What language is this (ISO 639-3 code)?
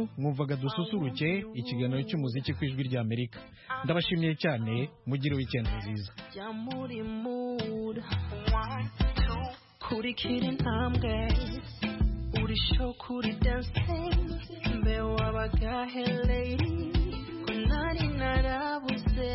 kin